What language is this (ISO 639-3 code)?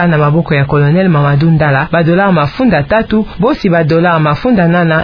ktu